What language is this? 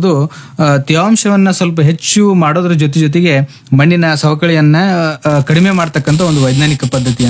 Kannada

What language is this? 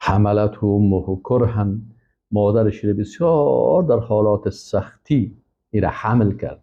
Persian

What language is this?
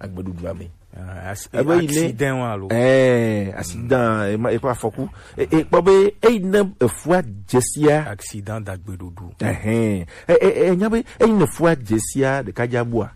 Gen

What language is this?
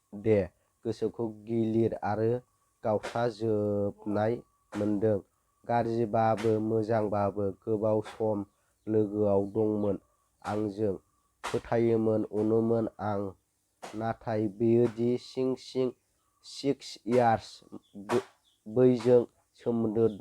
Bodo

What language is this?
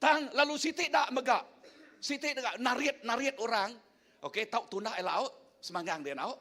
Iban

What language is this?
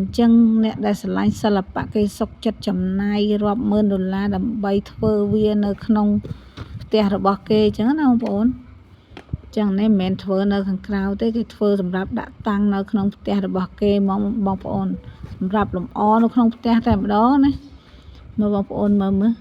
Khmer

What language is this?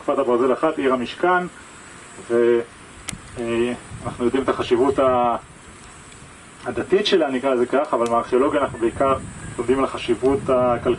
Hebrew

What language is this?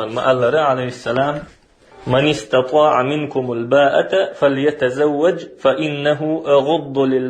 Chechen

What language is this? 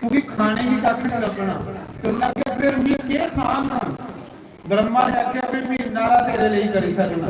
Dogri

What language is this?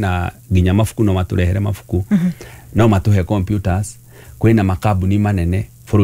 Kikuyu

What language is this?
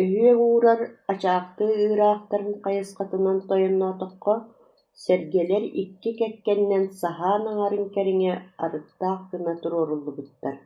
Yakut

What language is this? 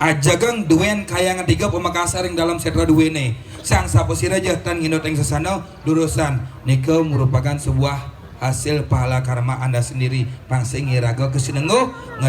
Balinese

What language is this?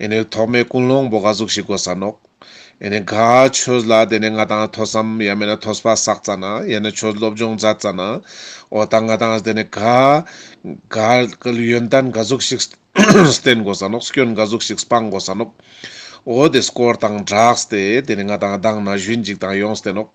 Ladakhi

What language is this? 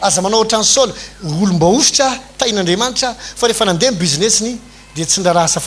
Malagasy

